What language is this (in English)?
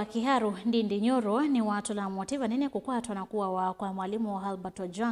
Kamba